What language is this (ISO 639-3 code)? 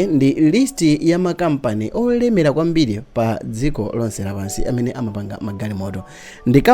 nya